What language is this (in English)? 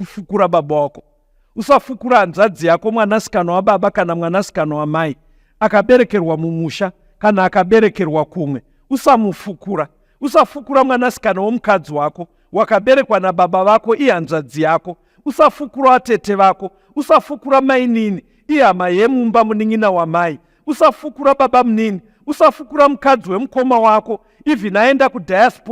Shona